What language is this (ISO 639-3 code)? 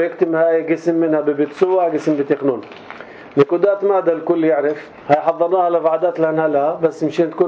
apc